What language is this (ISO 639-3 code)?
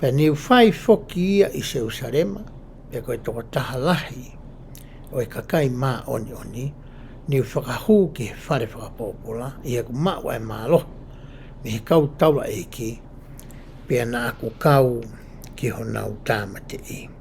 ton